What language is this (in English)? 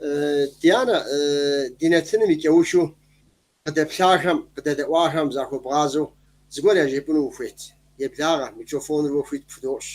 Kabardian